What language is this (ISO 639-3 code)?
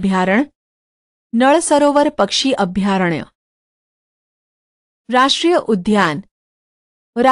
guj